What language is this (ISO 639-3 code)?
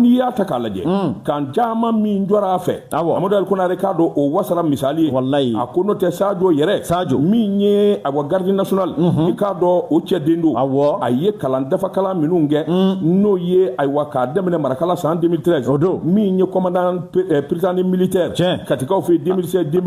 bam